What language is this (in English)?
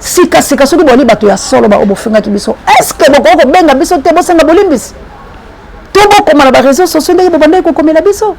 Lingala